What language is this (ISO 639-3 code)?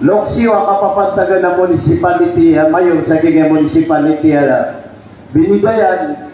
mrw